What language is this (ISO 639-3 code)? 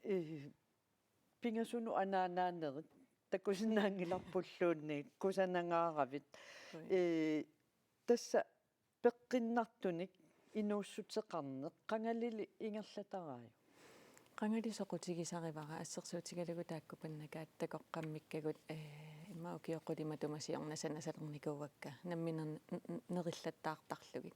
kal